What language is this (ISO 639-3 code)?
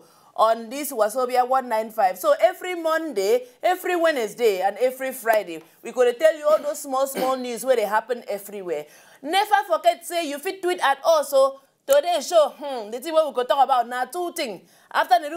pcm